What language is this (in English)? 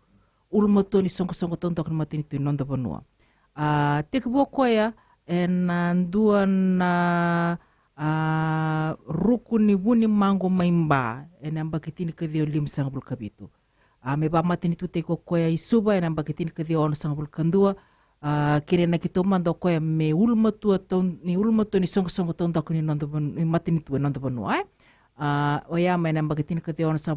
Fijian